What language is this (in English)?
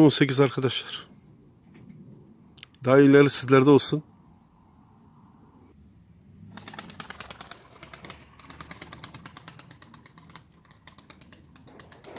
Turkish